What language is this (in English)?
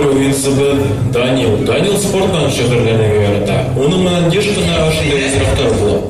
Bashkir